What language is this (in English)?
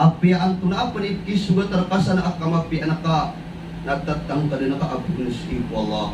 Maranao